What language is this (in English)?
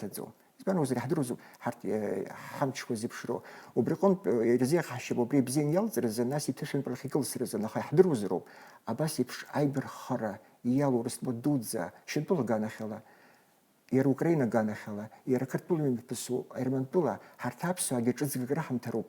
Abkhazian